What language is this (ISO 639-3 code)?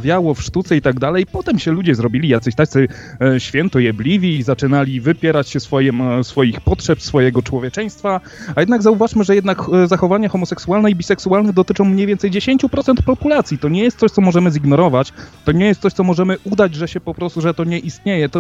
pol